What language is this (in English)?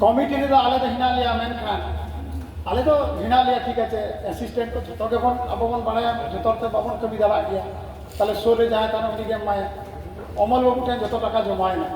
Santali